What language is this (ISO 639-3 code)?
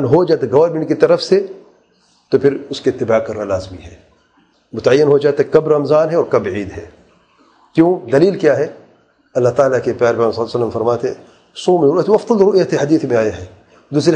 urd